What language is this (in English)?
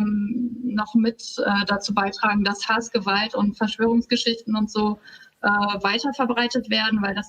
German